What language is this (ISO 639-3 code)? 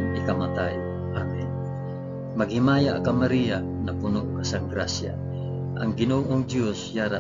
hil